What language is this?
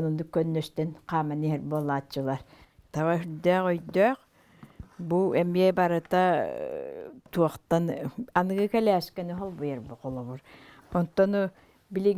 Yakut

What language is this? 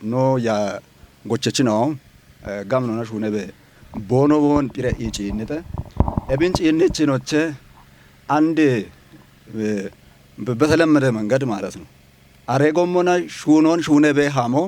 Kafa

